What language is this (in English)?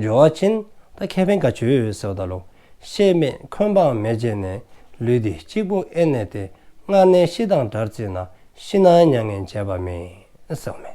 Dzongkha